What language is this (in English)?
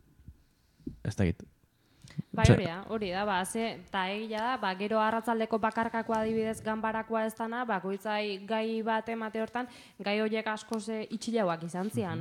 Basque